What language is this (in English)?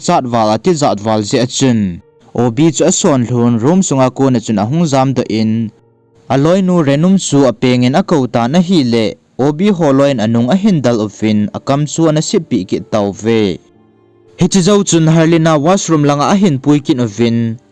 Thado Chin